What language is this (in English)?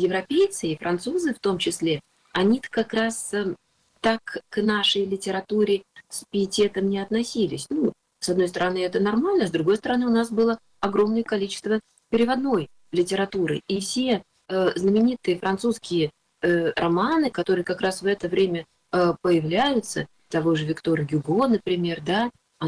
Russian